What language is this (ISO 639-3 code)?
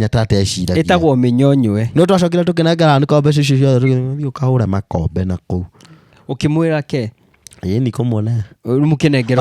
kik